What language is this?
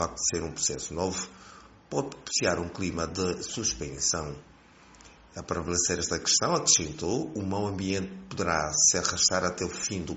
Portuguese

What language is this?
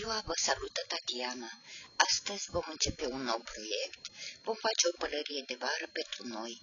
Romanian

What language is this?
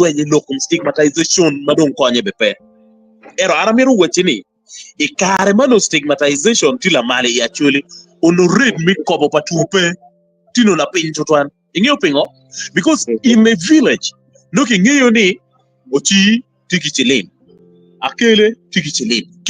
Acoli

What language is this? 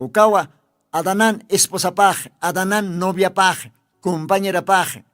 Aymara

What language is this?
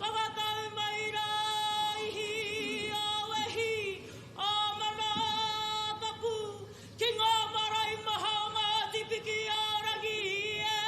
Māori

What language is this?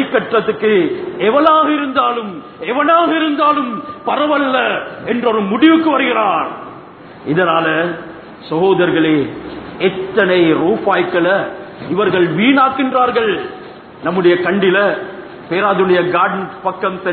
Tamil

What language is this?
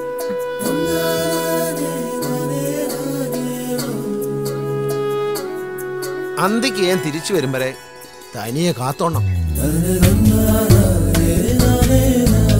Malayalam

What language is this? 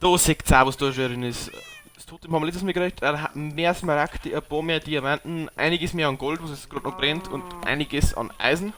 Bavarian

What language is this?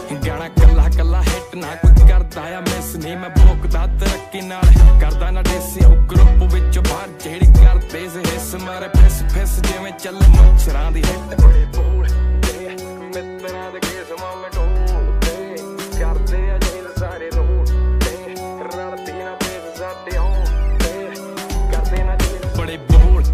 Punjabi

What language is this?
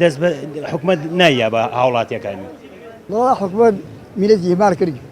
Central Kurdish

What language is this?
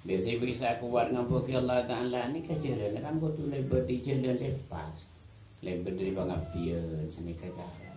Madurese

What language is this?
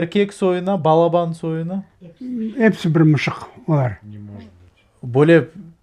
Crimean Tatar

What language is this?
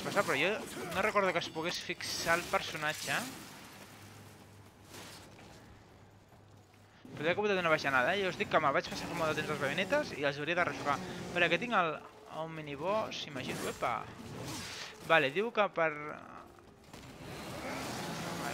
Catalan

